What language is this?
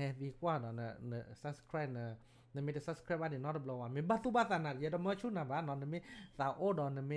S'gaw Karen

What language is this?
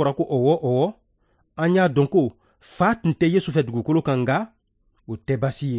Bambara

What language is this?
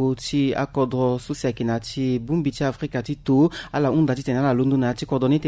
Sango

